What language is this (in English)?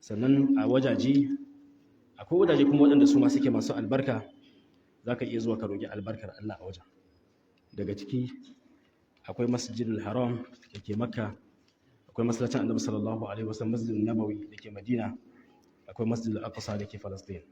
Hausa